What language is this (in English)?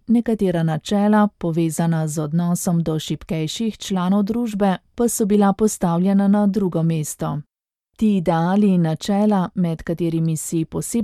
Slovenian